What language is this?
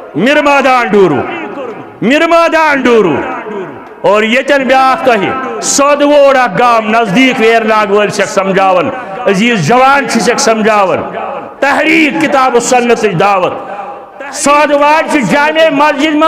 Kashmiri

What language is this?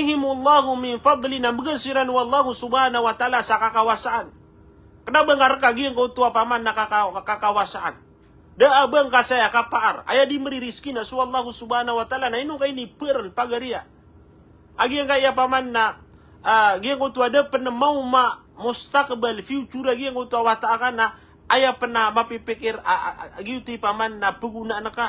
Maranao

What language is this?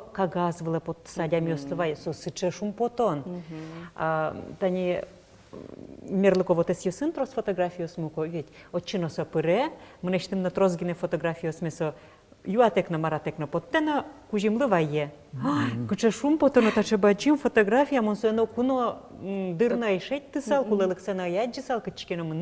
Udmurt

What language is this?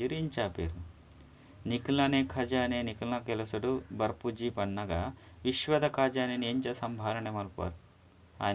Tulu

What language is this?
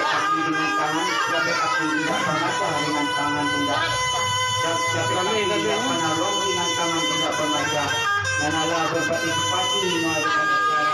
Minangkabau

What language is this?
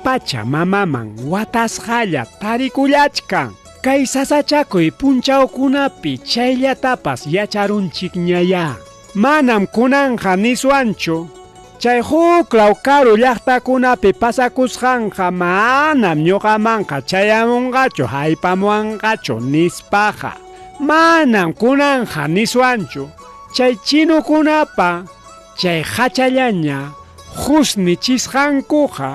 Ayacucho Quechua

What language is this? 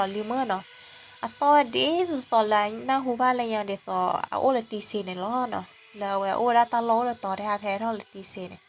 S'gaw Karen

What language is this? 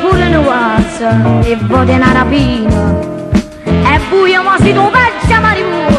Neapolitan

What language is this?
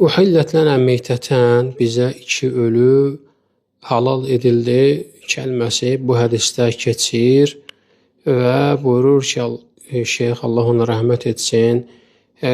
Azerbaijani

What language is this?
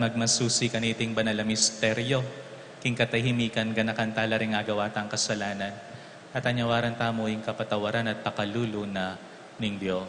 Pampanga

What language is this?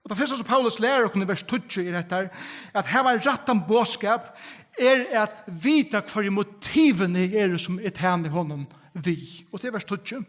Faroese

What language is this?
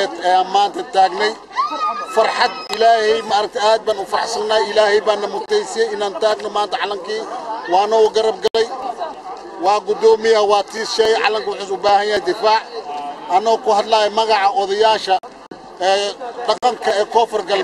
Somali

